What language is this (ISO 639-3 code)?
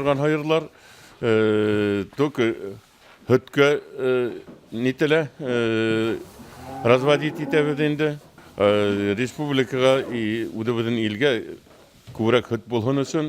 bak